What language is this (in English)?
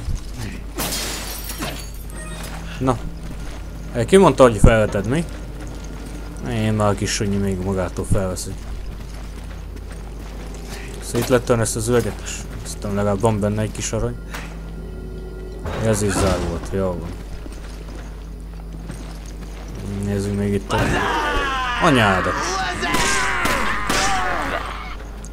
Hungarian